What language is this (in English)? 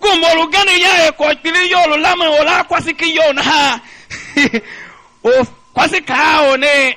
Tiv